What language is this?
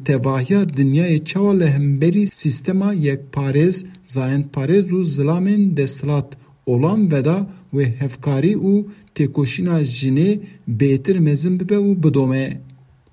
Kurdish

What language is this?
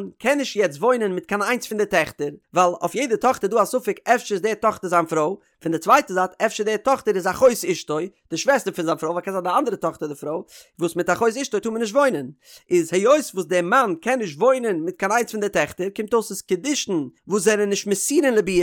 Yiddish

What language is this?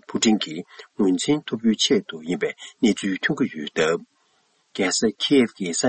Tibetan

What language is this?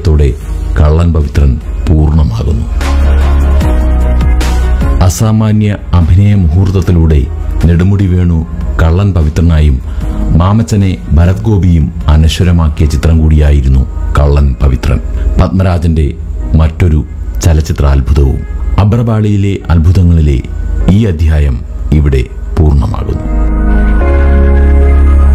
Malayalam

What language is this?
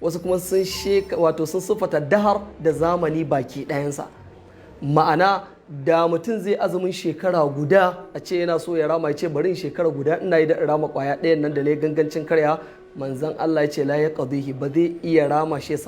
Hausa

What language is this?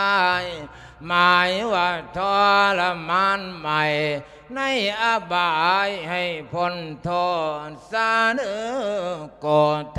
Lao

